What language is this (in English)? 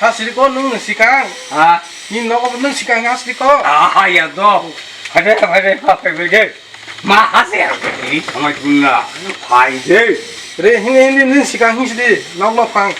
Kok Borok